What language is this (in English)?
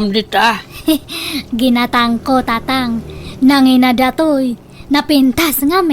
Iloko